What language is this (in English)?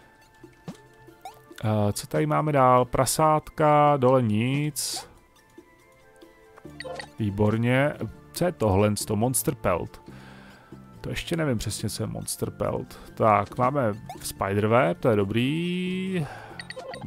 Czech